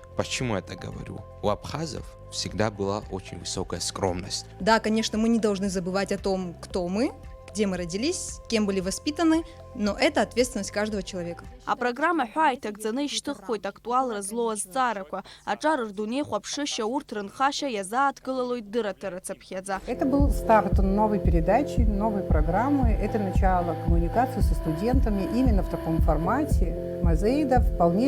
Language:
Abkhazian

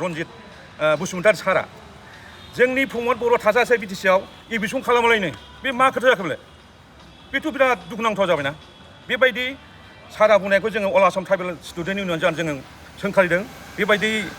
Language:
Bodo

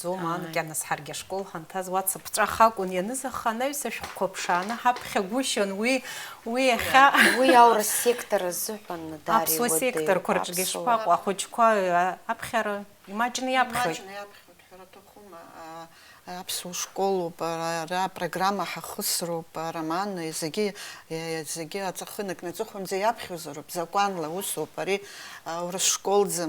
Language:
Abkhazian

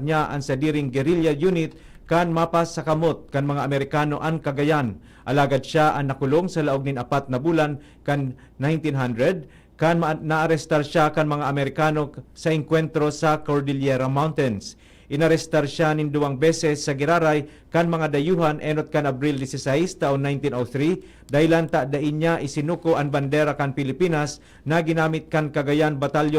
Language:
Bikol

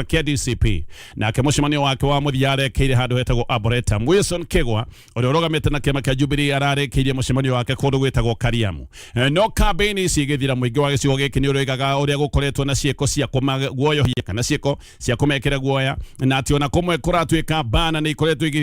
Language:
Kikuyu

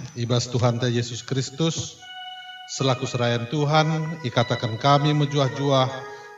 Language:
Batak Karo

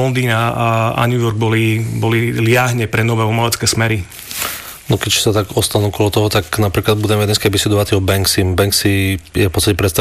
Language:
Slovak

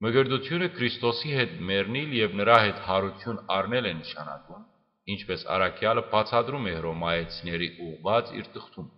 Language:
Western Armenian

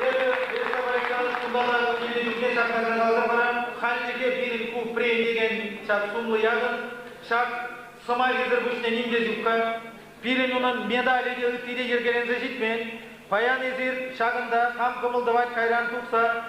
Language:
Chuvash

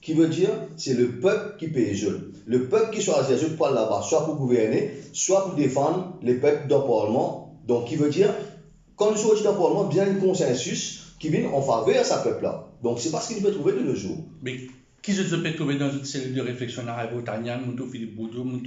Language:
Morisyen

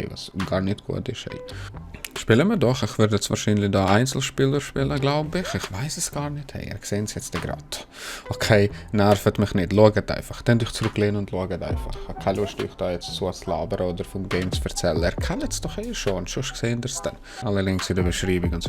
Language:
Swiss German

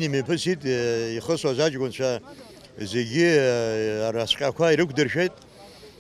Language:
Abkhazian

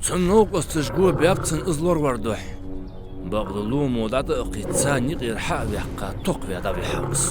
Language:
Ingush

